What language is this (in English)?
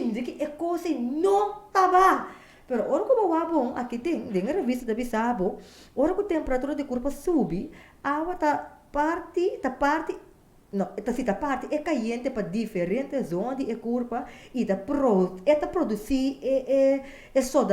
Papiamento